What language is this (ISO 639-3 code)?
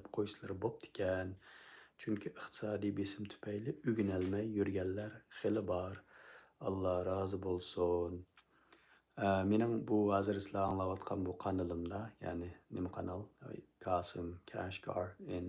uig